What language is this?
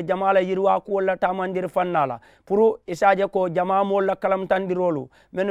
Mandingo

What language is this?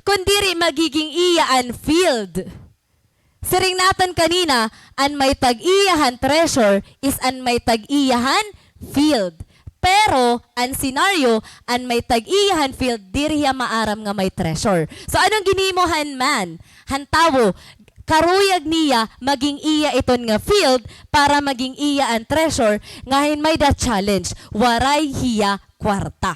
Waray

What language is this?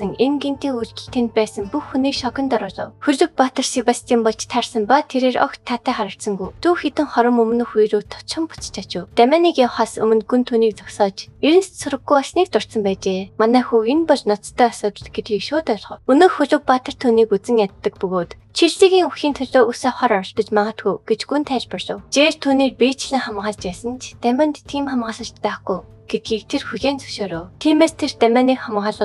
Mongolian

